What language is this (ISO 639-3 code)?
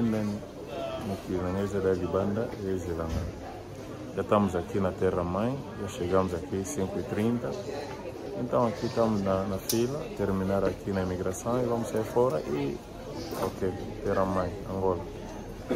lin